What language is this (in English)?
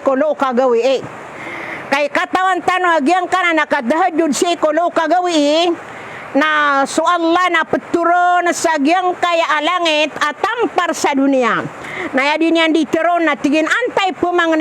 Maranao